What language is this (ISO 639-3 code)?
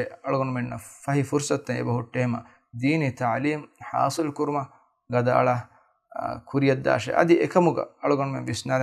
div